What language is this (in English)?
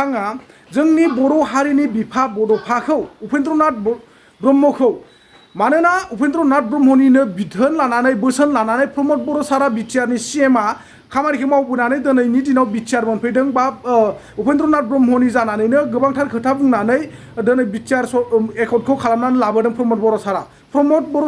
Bodo